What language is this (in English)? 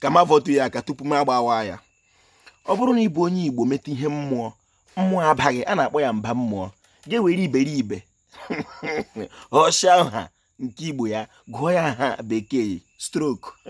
Igbo